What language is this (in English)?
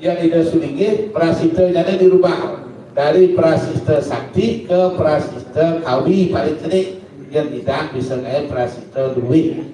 Balinese